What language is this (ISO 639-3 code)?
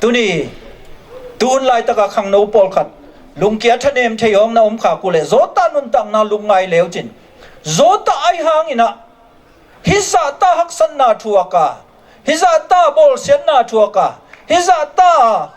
ctd